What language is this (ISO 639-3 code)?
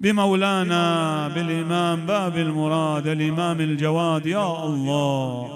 acm